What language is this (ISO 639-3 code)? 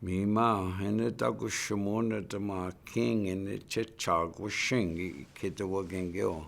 ciw